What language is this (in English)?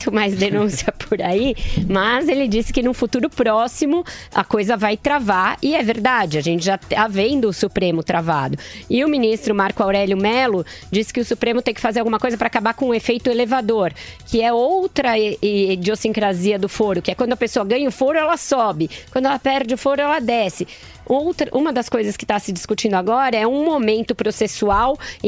Portuguese